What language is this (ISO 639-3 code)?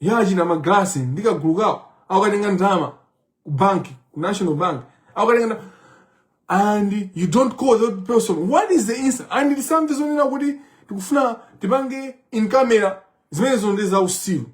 nya